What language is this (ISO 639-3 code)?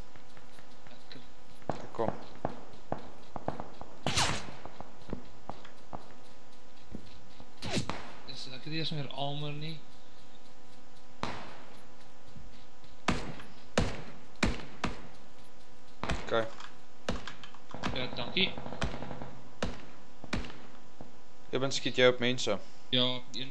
afr